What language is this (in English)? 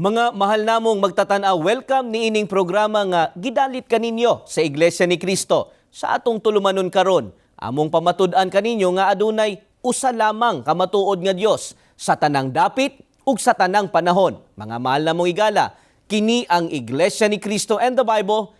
Cebuano